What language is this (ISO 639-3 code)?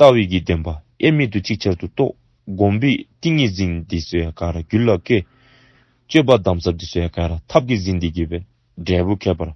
dzo